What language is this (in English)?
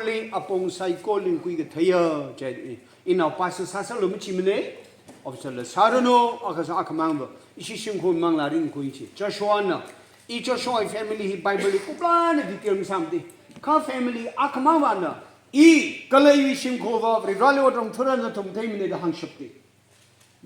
Tangkhul Naga (India)